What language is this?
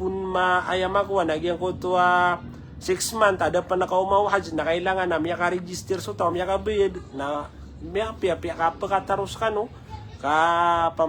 Maranao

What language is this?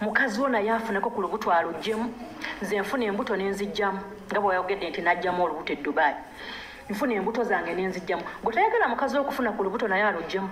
Ganda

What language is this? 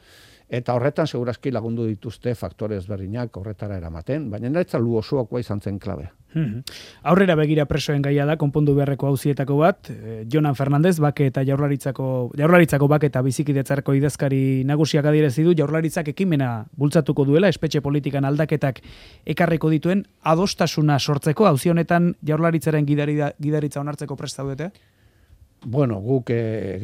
Basque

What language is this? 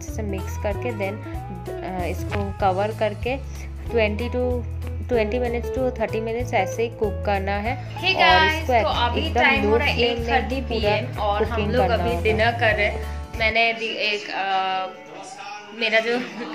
Hindi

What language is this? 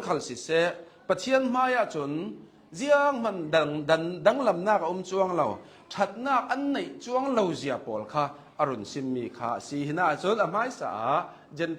Hakha Chin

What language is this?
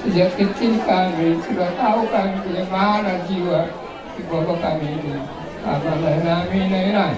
Batak Toba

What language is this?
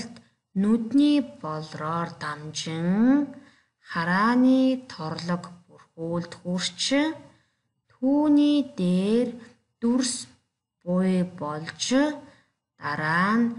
Mongolian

